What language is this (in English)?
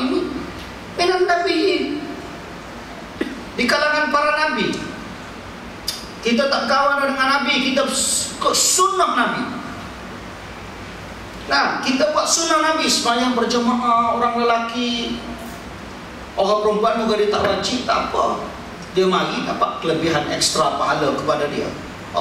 Malay